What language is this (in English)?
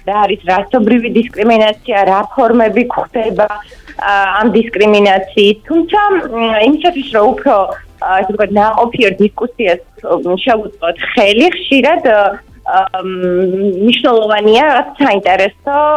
Georgian